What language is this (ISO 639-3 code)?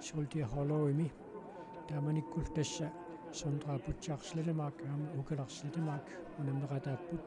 kal